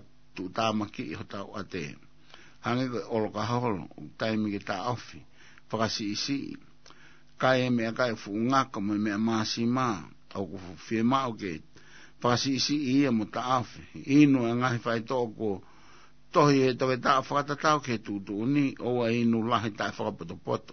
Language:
Tongan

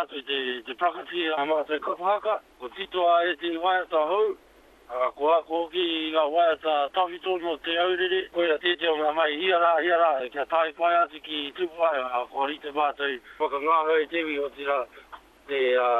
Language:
Māori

